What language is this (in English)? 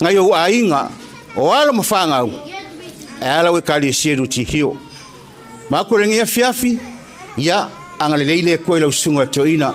Samoan